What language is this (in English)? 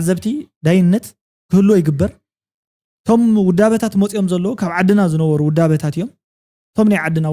Tigrinya